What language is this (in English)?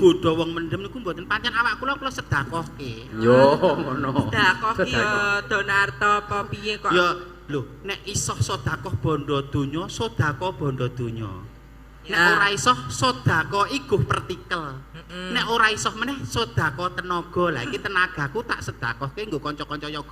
Javanese